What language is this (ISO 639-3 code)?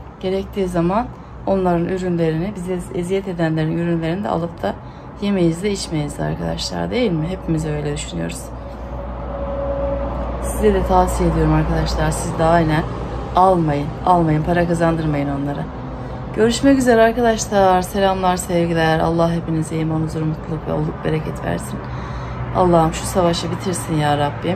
tur